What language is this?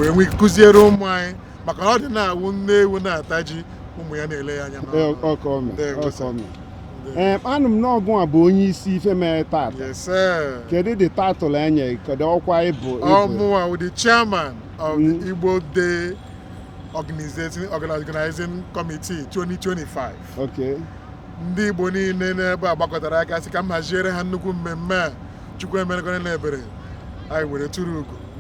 Igbo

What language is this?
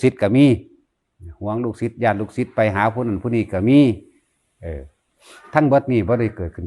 Northeastern Thai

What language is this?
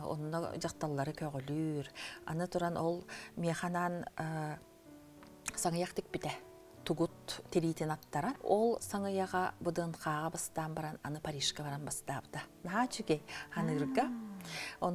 Yakut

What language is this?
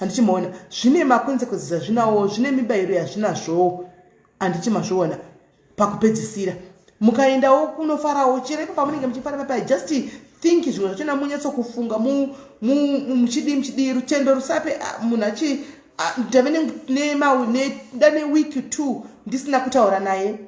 Shona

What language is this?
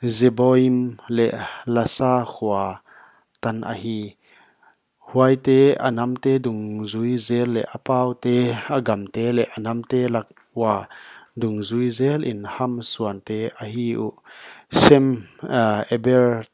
Paite Chin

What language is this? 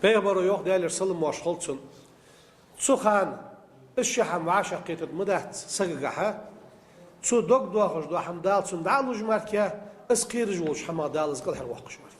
Ingush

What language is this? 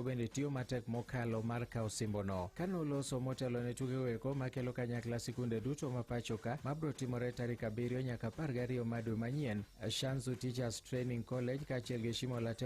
Luo (Kenya and Tanzania)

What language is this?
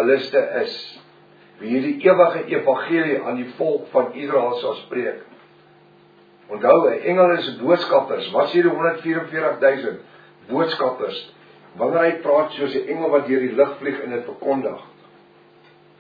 Afrikaans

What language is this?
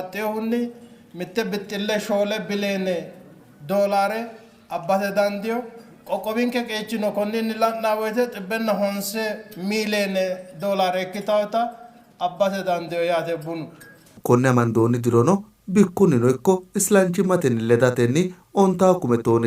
Sidamo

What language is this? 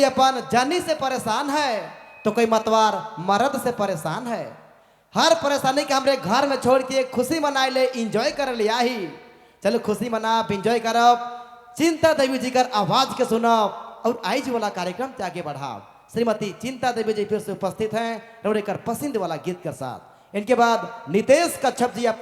Sadri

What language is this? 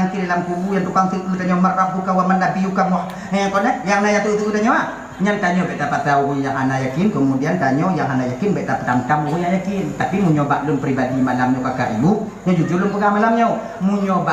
Achinese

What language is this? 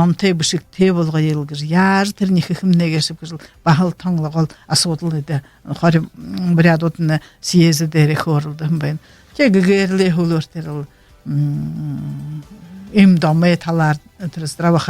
Buriat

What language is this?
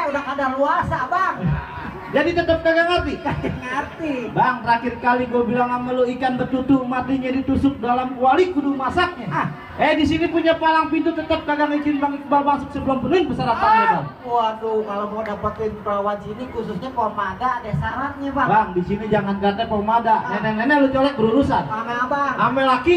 Betawi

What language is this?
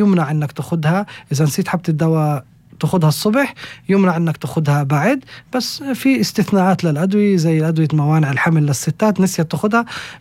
North Levantine Arabic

